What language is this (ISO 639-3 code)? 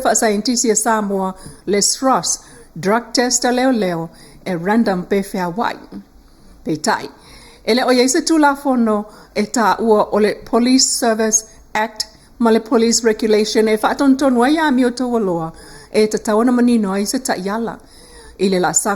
smo